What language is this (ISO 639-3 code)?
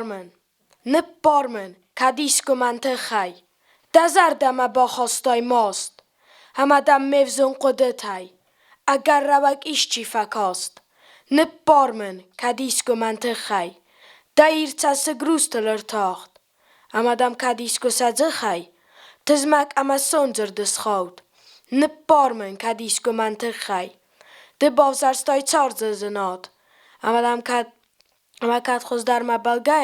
oss